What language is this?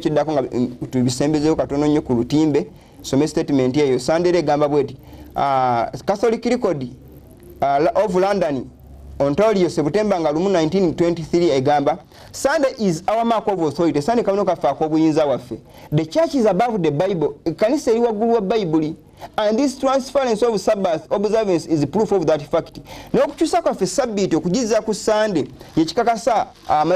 Ganda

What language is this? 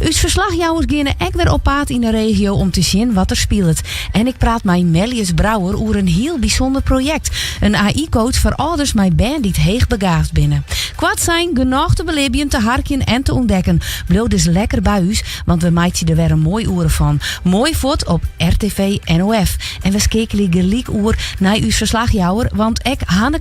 Western Frisian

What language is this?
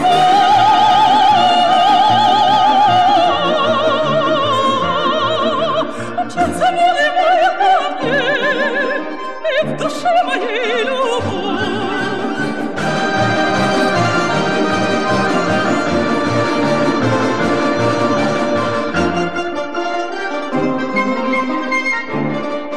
Buriat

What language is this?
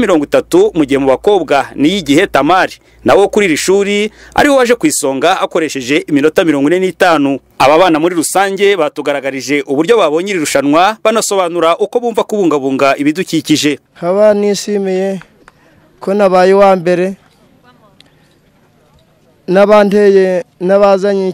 Kinyarwanda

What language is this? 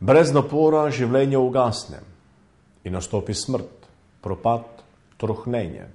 Slovenian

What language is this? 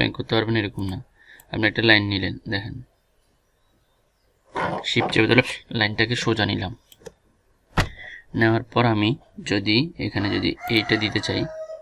Bangla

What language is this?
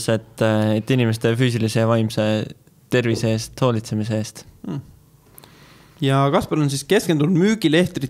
Estonian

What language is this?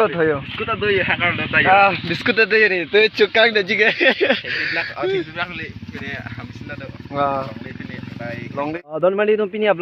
Karbi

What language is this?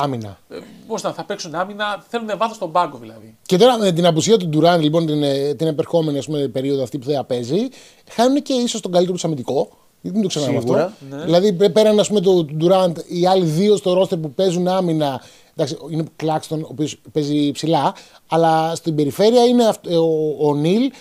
Greek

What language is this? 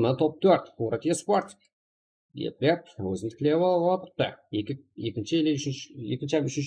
Kara-Kalpak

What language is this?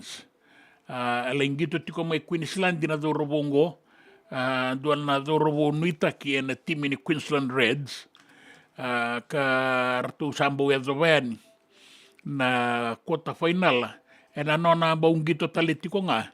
Fijian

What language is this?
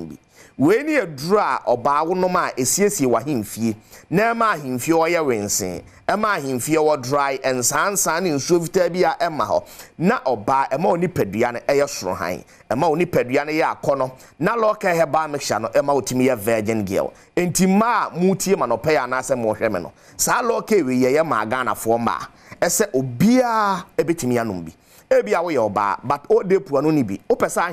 Akan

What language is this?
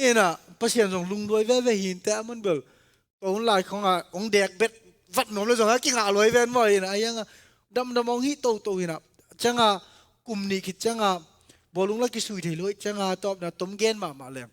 Tedim Chin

